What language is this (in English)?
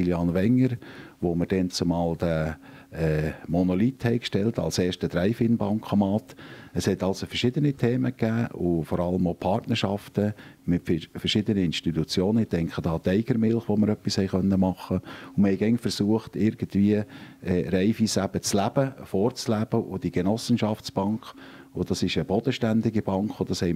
Swiss German